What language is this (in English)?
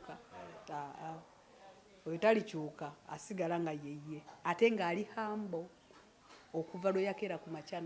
Ganda